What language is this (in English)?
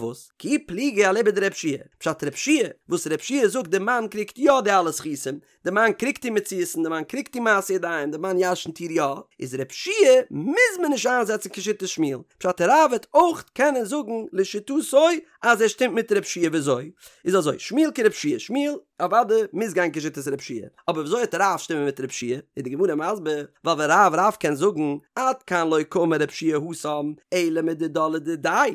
Yiddish